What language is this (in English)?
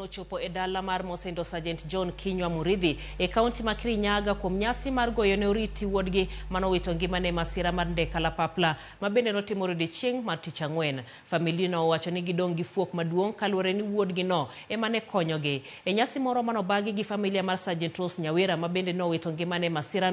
Luo (Kenya and Tanzania)